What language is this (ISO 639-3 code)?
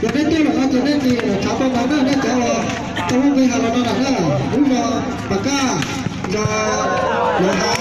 hmn